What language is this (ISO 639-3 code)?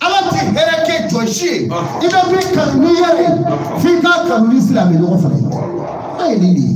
bam